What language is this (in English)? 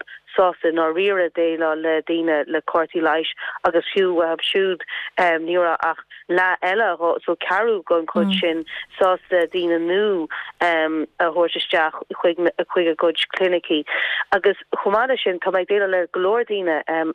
Irish